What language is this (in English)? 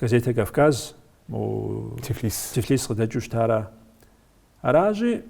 Kabardian